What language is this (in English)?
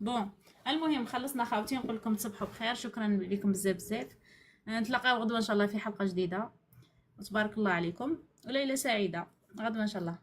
Algerian Arabic